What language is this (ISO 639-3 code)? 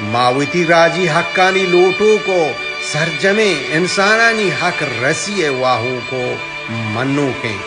bal